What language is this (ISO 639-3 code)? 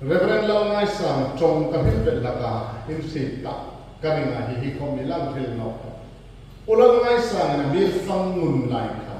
hmr